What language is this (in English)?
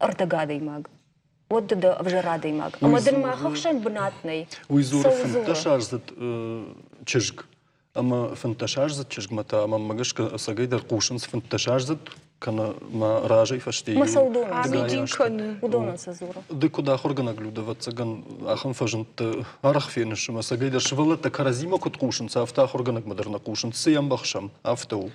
Ossetic